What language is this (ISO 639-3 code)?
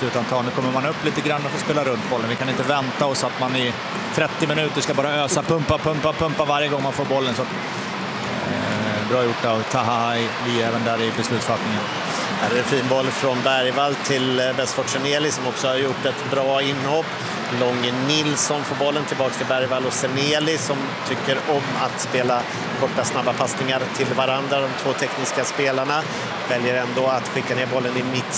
swe